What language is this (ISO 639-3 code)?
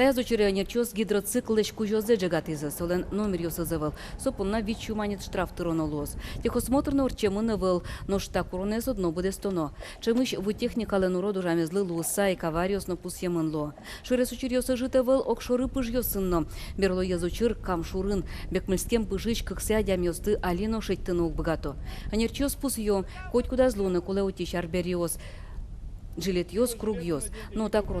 udm